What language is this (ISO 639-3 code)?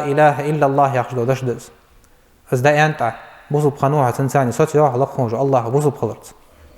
inh